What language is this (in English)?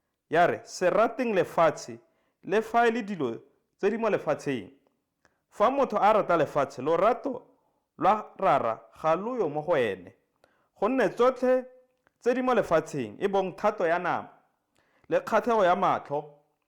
Tswana